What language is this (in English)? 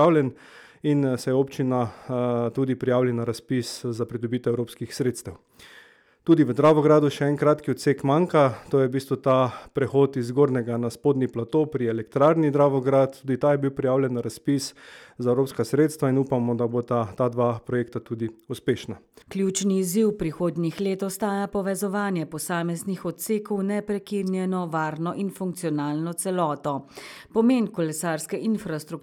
Slovenian